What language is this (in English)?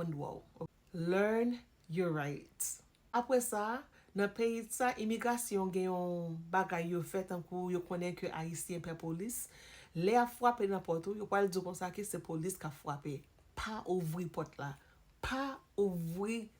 Haitian Creole